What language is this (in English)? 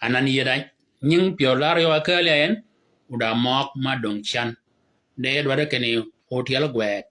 Shilluk